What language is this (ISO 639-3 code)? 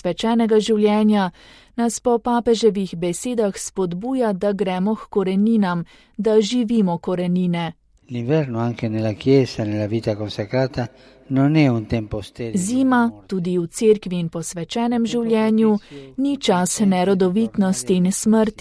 slv